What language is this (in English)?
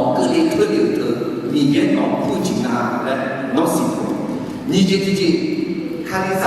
Akha